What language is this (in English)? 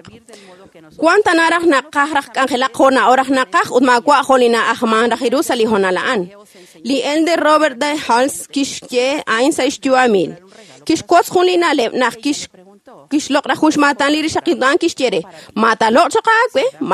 Kekchí